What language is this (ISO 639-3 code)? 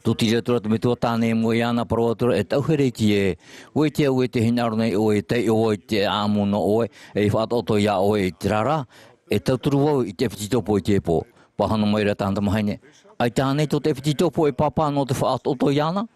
tah